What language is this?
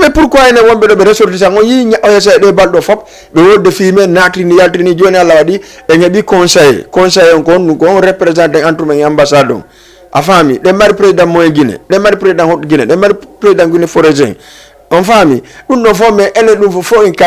Fula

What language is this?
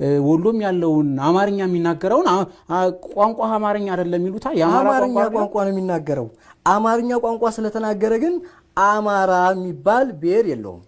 Amharic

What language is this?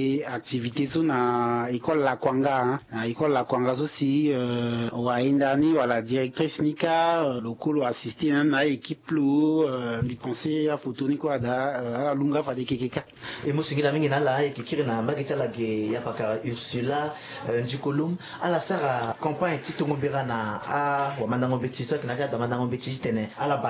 Sango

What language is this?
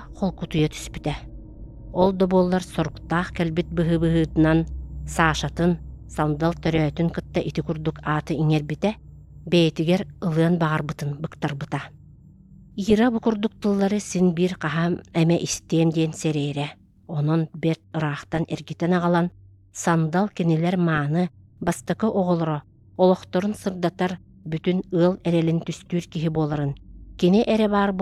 Yakut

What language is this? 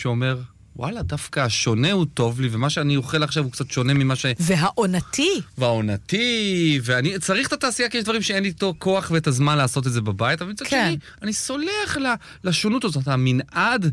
Hebrew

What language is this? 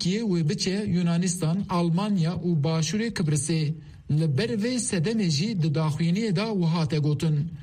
Kurdish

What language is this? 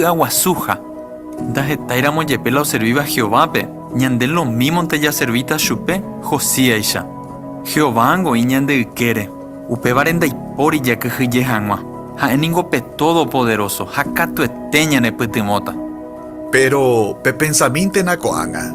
Guarani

